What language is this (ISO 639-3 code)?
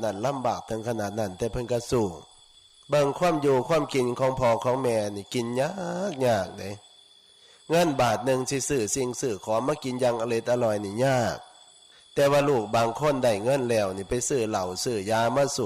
tts